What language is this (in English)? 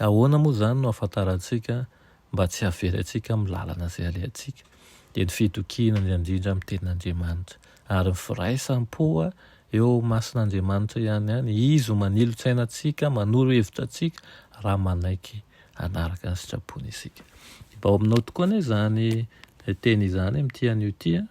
Malagasy